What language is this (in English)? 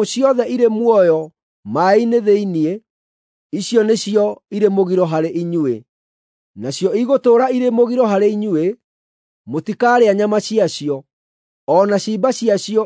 Kikuyu